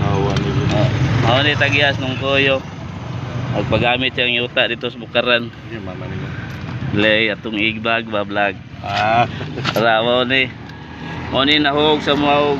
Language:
Cebuano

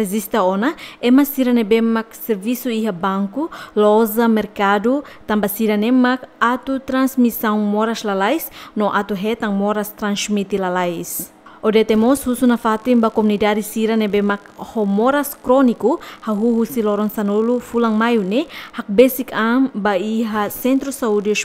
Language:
Tetum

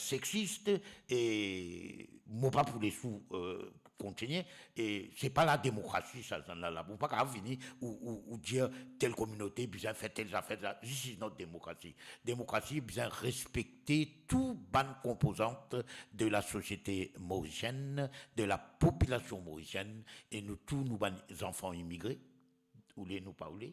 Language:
Morisyen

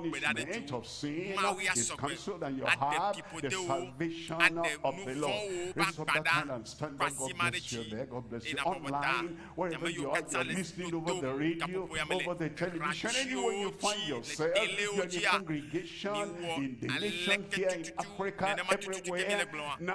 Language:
Ewe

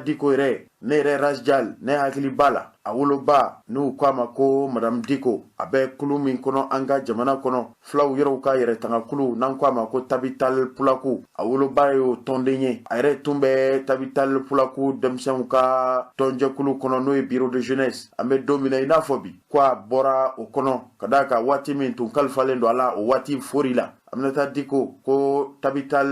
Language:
Bambara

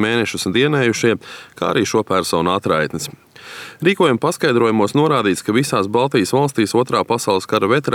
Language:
Latvian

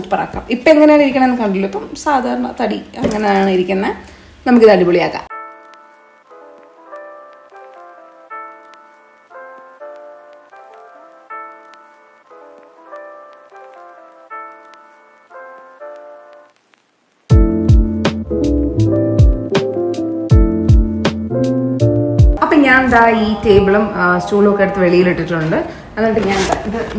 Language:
Malayalam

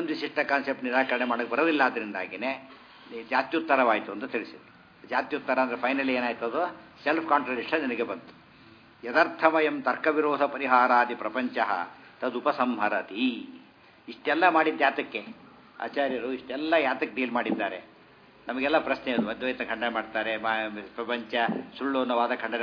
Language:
Kannada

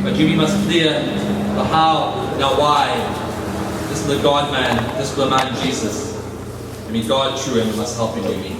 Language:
Tok Pisin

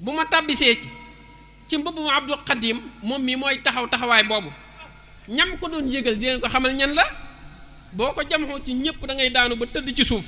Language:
Wolof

